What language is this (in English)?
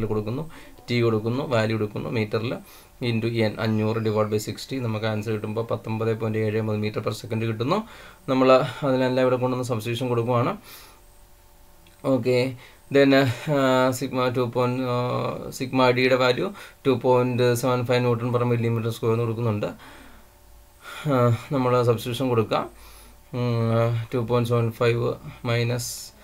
Malayalam